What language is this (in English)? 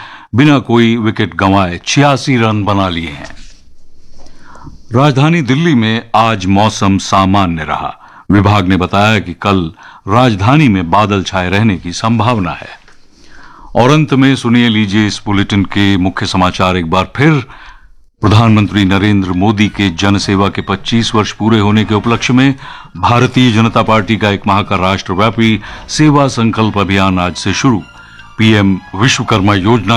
Hindi